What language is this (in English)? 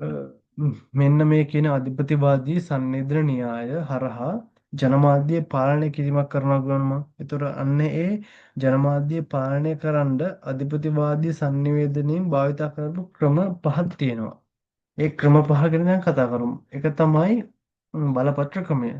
Sinhala